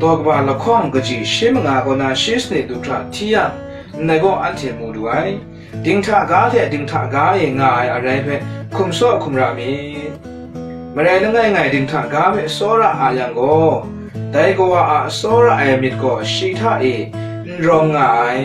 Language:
Kachin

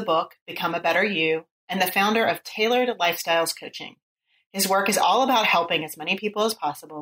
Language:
English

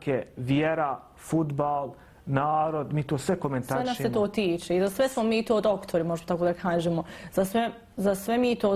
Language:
Bosnian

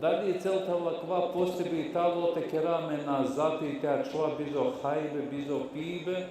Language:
Balkan Romani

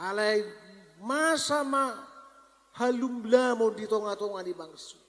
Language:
Batak Toba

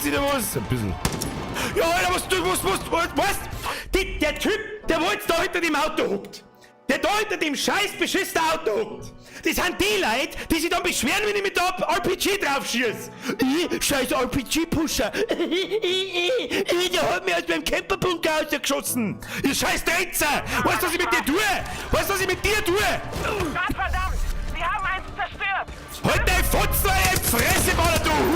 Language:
Bavarian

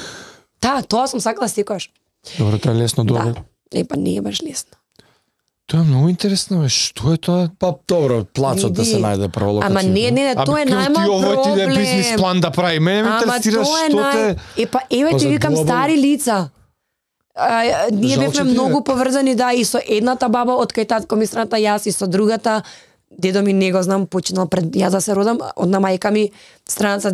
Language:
Macedonian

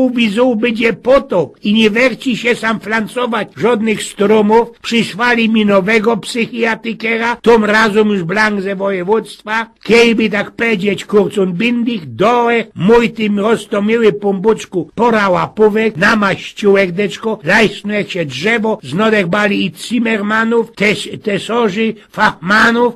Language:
Silesian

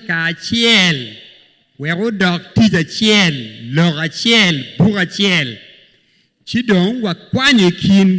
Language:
Acoli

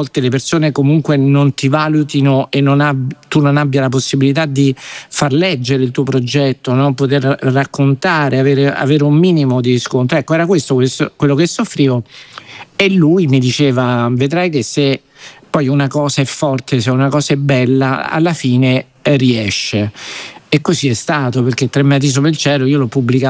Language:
Italian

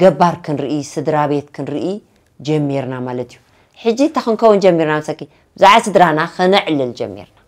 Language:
Tigrinya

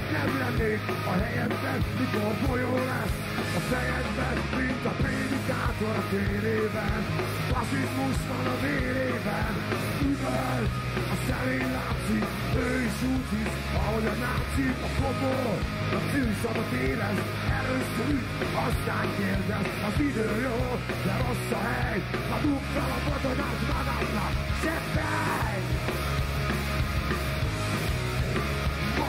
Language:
Hungarian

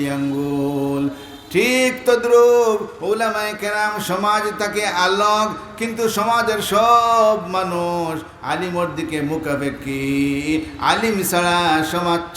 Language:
Sylheti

